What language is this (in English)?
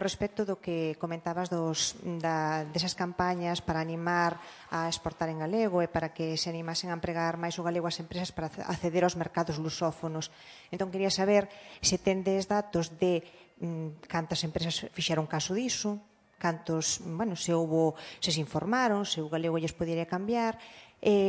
Galician